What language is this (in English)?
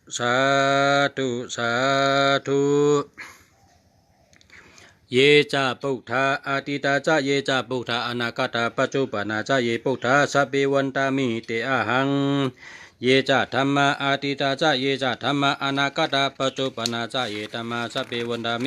Shan